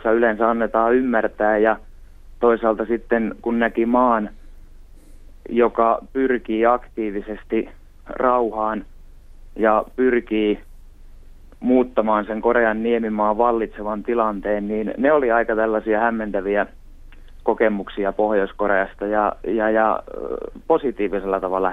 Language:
Finnish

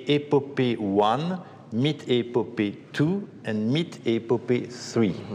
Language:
Ossetic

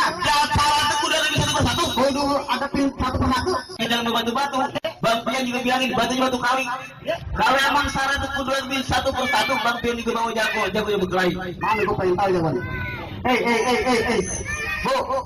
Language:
Betawi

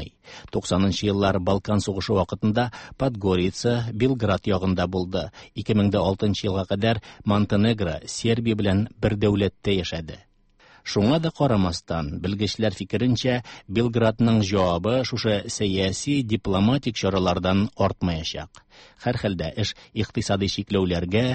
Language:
Tatar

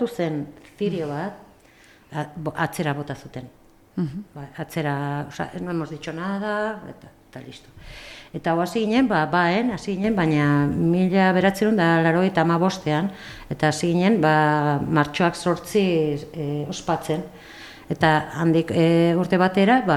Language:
Basque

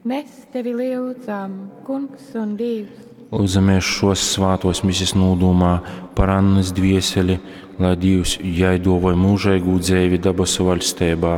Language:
Latgalian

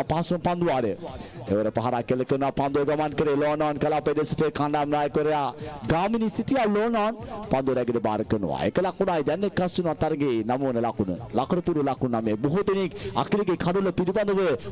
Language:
Sinhala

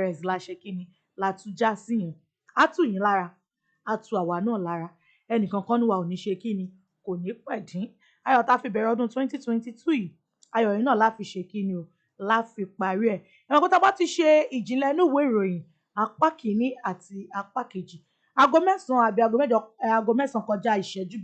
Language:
Yoruba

